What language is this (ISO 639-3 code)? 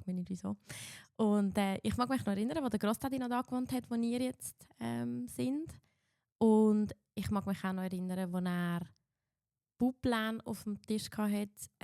gsw